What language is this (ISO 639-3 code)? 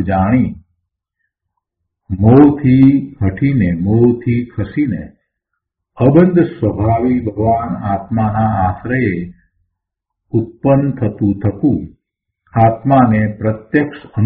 guj